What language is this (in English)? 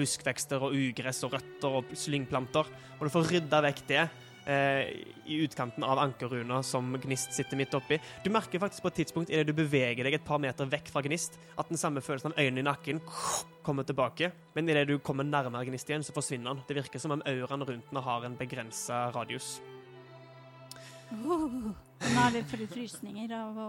Norwegian